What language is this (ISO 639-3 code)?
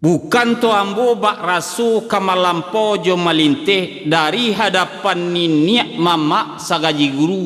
min